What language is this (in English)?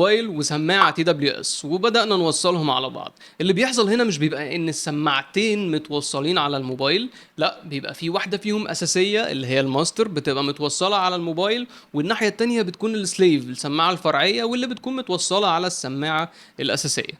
Egyptian Arabic